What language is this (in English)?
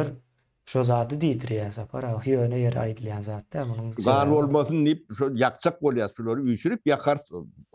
Turkmen